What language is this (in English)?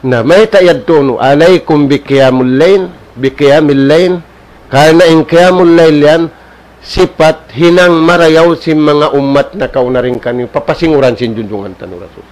Tausug